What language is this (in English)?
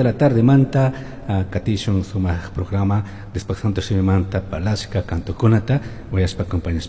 Chimborazo Highland Quichua